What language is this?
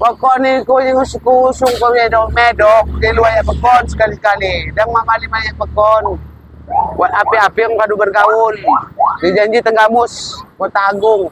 Lampung Api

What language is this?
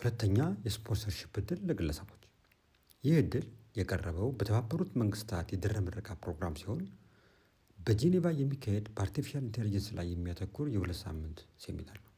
Amharic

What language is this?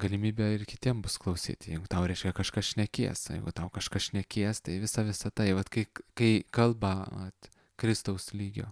Lithuanian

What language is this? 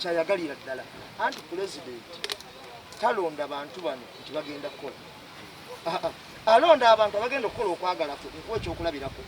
Ganda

